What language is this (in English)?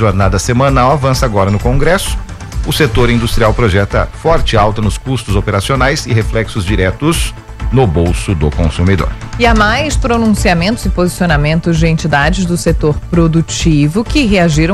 Portuguese